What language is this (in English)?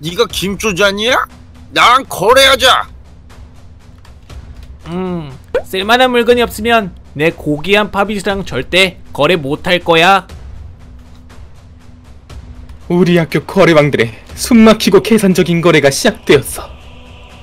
Korean